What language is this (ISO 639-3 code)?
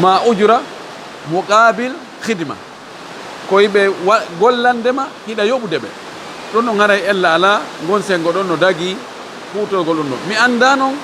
ful